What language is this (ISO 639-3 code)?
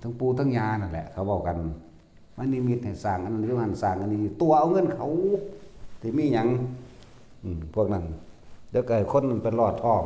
tts